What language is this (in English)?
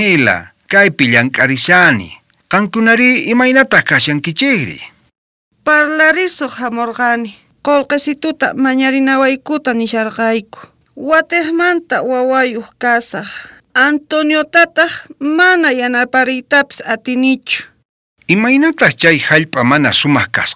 South Bolivian Quechua